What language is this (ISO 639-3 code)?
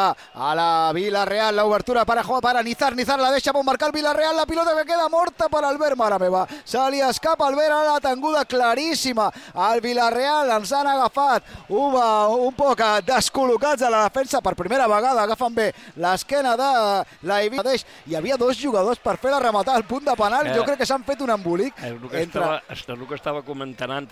cat